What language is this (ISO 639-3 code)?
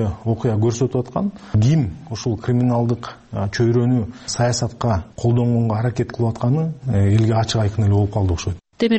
kir